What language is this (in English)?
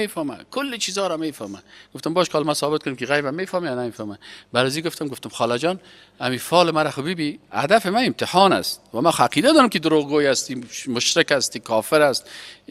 Persian